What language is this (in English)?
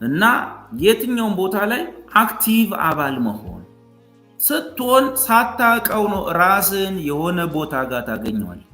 Amharic